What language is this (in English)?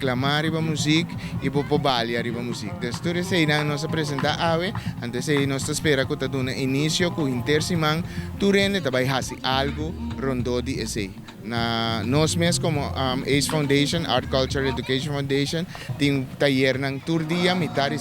Papiamento